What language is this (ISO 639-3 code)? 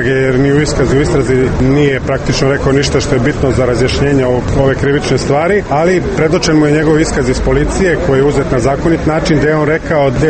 srp